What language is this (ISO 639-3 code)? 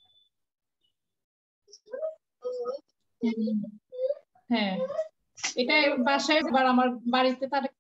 ben